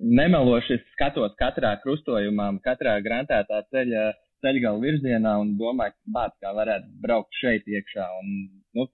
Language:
Latvian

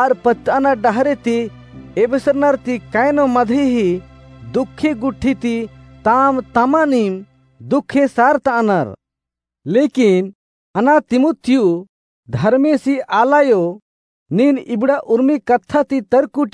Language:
Kurukh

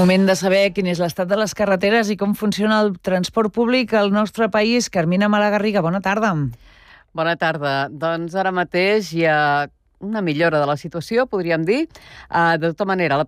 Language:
Catalan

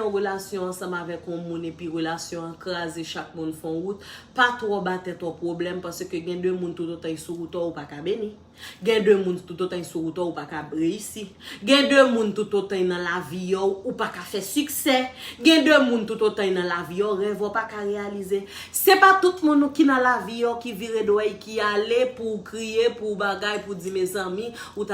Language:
Haitian Creole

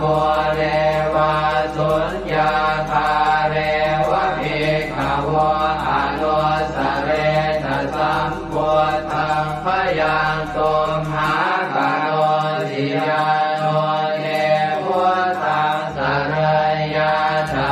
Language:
Pali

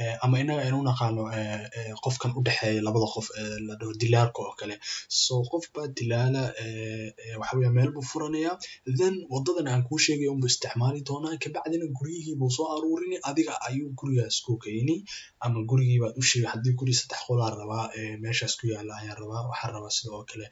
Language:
Somali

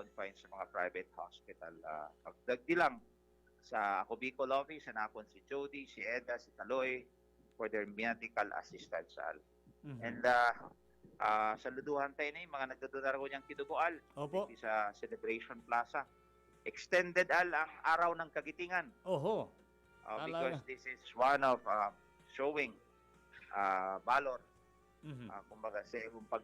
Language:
Bikol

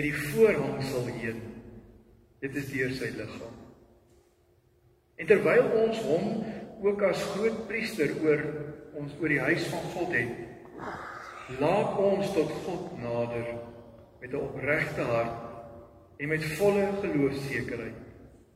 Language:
Afrikaans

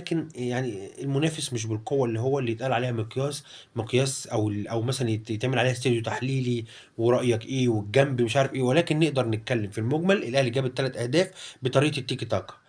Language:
Egyptian Arabic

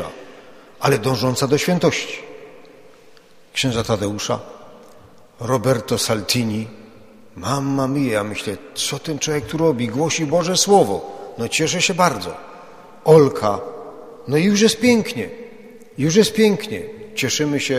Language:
Polish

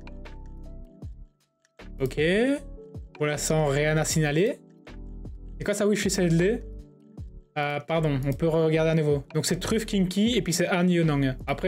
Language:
French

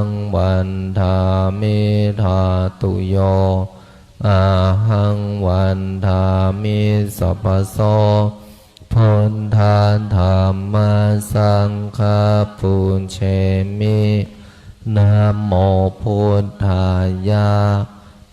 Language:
Pali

